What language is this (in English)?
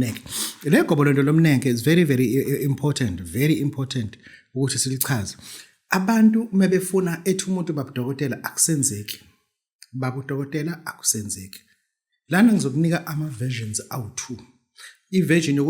Zulu